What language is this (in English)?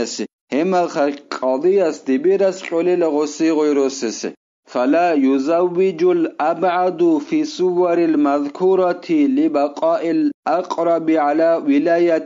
Avaric